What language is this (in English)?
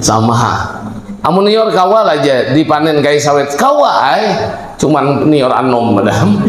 Banjar